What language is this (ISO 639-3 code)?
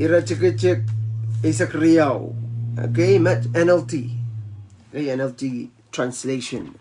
pon